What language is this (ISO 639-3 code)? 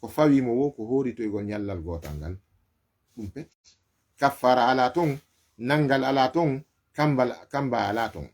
ful